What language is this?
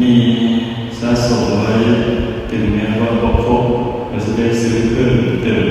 Northeastern Thai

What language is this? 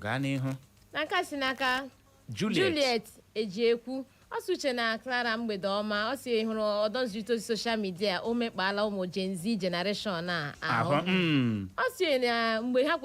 Igbo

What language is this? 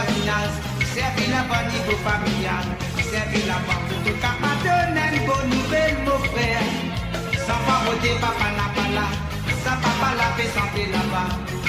Morisyen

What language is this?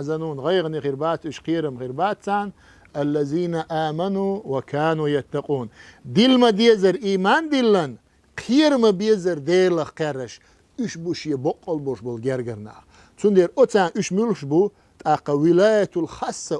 Chechen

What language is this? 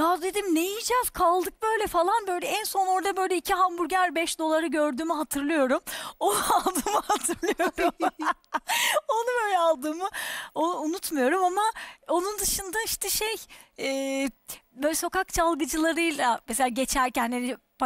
Turkish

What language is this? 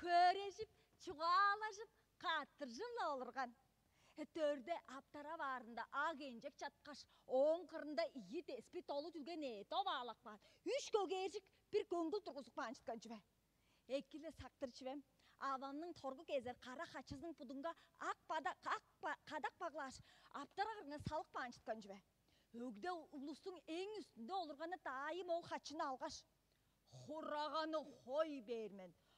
Tuvinian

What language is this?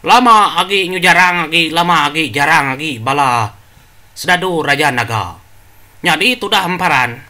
Iban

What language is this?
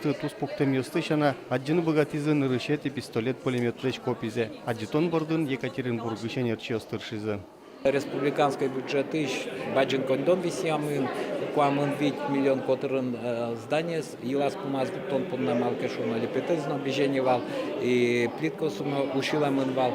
Udmurt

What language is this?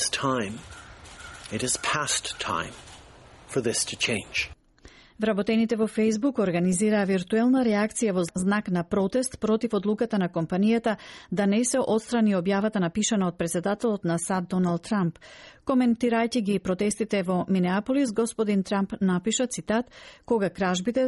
Macedonian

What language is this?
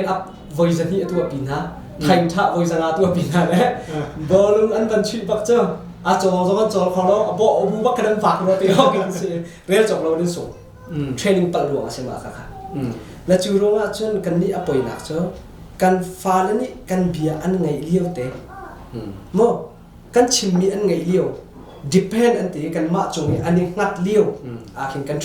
Hakha Chin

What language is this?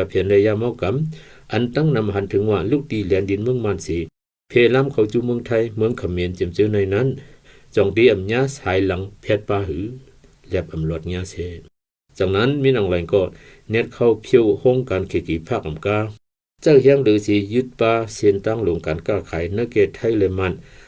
Shan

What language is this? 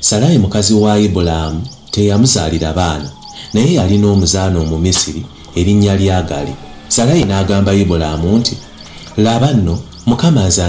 Ganda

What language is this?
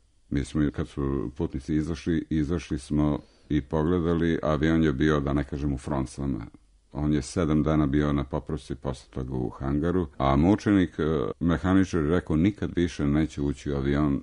Serbian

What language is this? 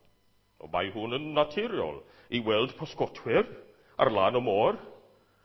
Welsh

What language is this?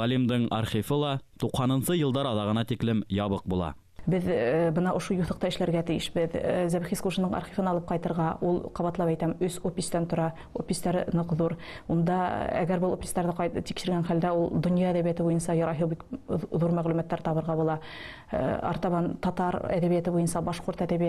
Bashkir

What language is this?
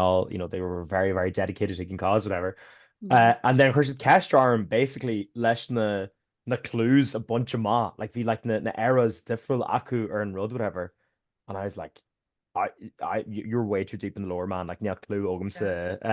Irish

